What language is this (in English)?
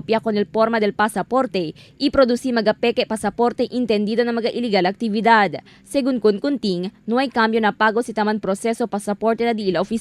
Chavacano